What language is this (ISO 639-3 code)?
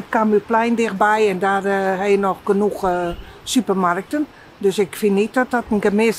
fry